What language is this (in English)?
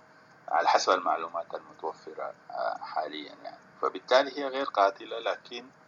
Sudanese Arabic